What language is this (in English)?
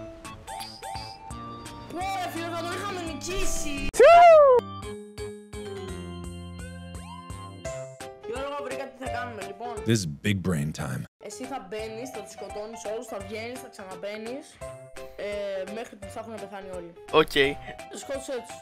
Greek